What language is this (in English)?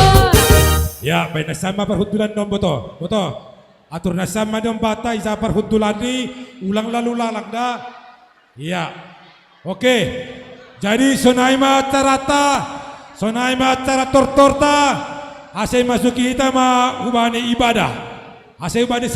Batak Simalungun